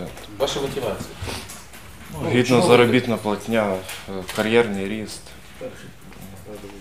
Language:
Ukrainian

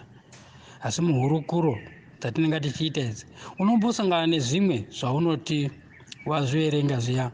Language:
Shona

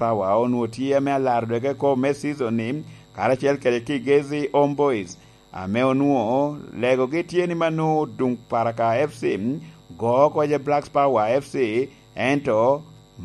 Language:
Lango (Uganda)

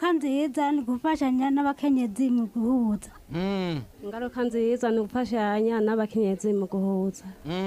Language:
Rundi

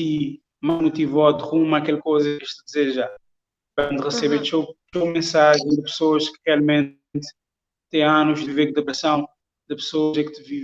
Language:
Kabuverdianu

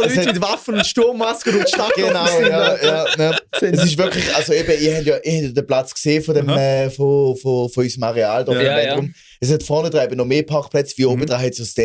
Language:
Swiss German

